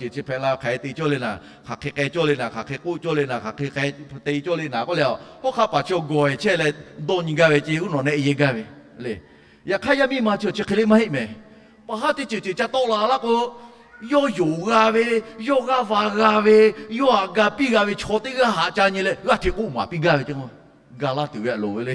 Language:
Lahu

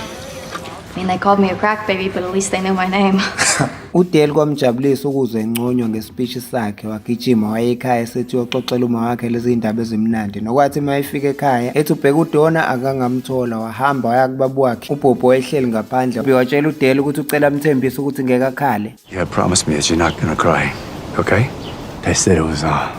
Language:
Zulu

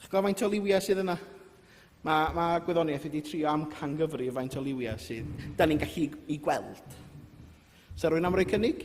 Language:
Welsh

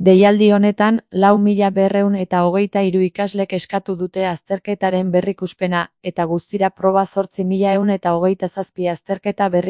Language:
Basque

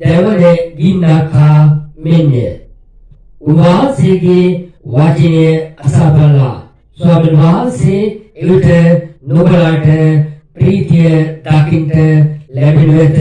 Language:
Sinhala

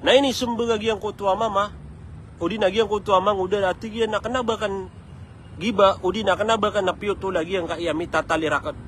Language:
Maranao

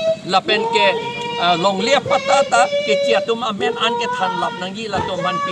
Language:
Karbi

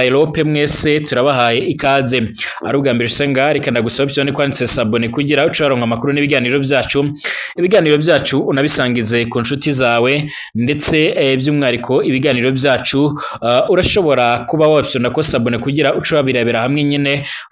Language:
Rundi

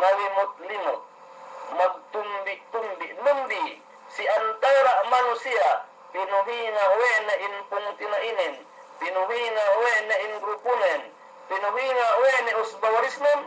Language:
Yakan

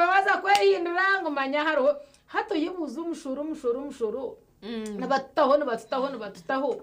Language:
Nyankole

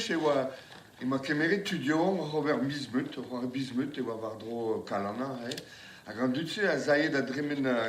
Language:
Breton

